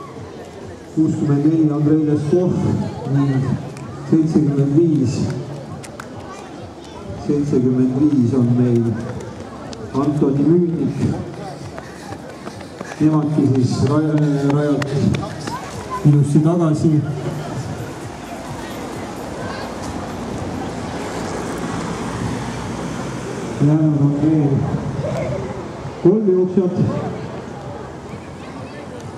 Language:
Estonian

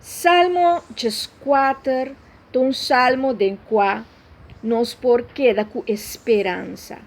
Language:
Papiamento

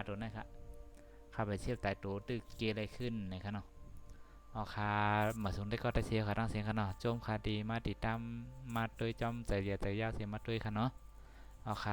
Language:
Shan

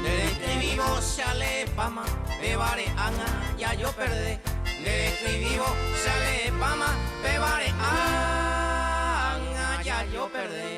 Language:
Guarani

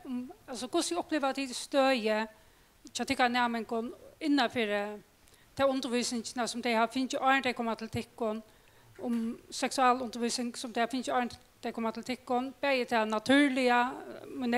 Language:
Faroese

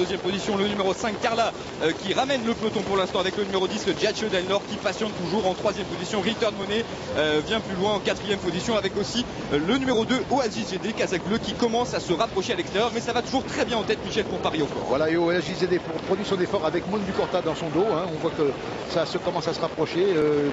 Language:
French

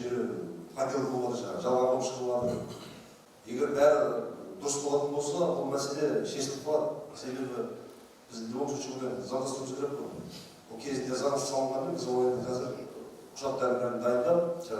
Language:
Kazakh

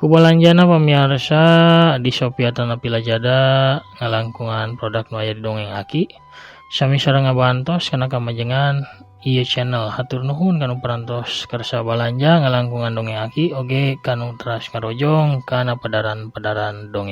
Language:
Sundanese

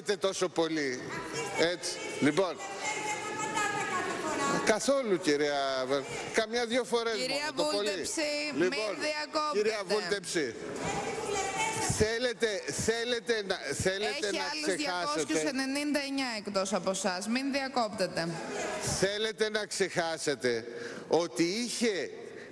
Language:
Greek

